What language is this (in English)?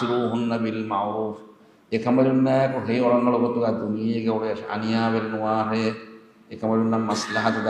Divehi